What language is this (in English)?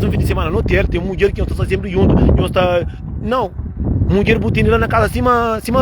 Kabuverdianu